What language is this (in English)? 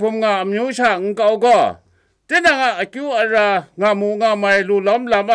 Kachin